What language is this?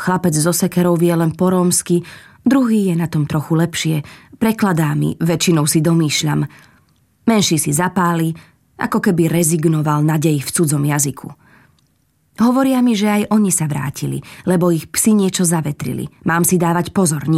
Slovak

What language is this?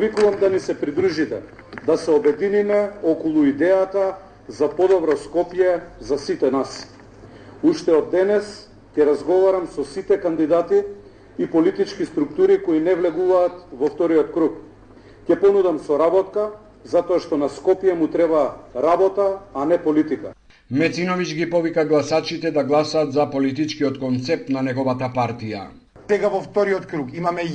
Macedonian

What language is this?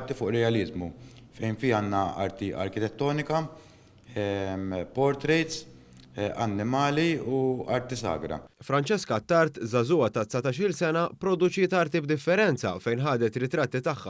Maltese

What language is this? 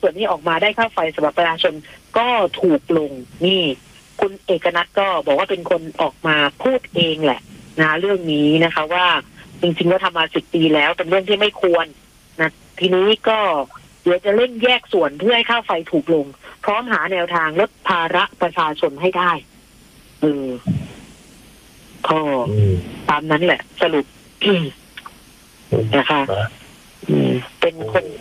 Thai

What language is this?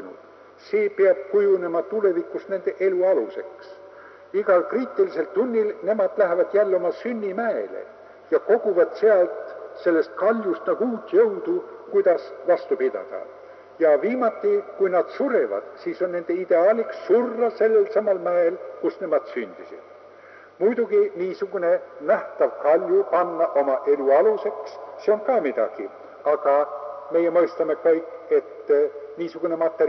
Estonian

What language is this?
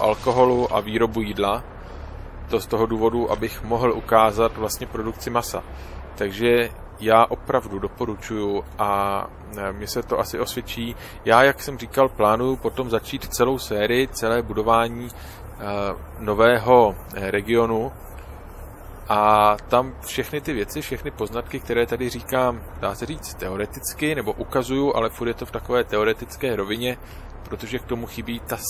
Czech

